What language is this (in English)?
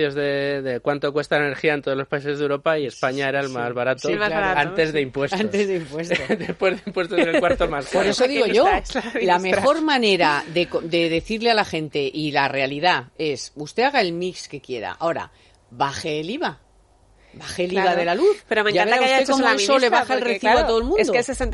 Spanish